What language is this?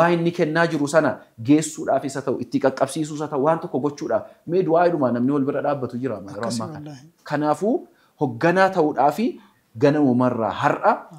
Oromo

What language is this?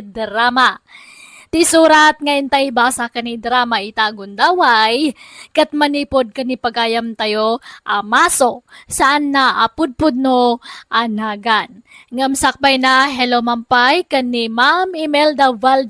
Iloko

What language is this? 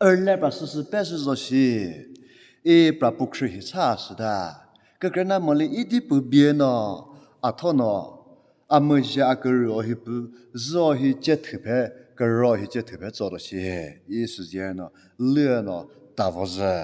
Chokri Naga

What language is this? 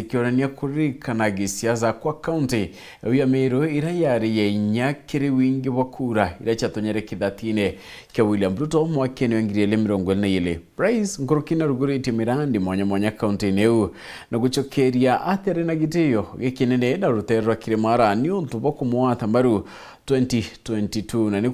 Meru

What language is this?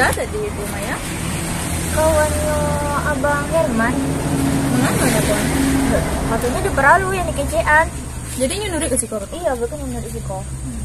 Minangkabau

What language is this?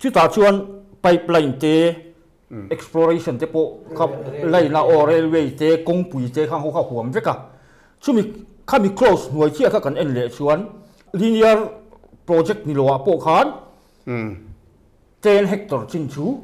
Mizo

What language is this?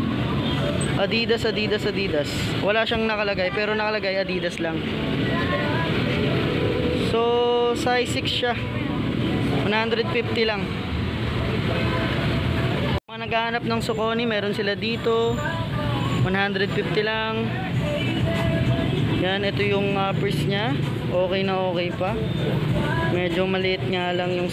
Filipino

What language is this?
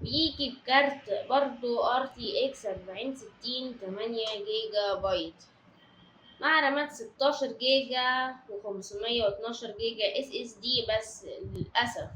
Egyptian Arabic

